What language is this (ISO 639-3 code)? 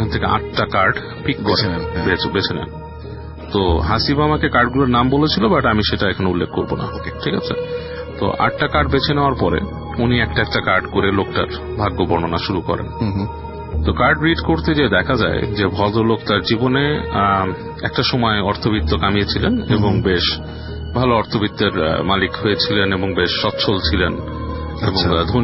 ben